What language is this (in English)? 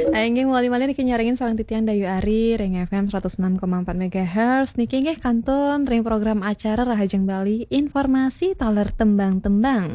Balinese